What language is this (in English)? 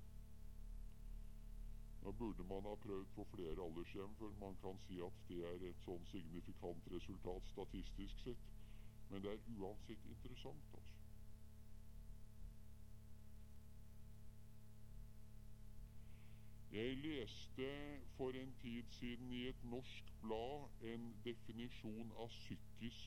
Norwegian